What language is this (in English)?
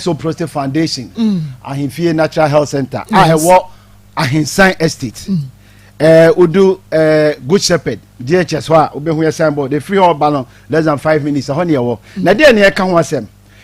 Akan